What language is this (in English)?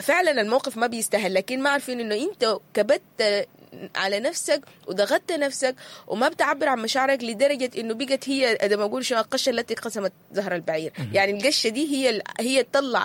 Sudanese Arabic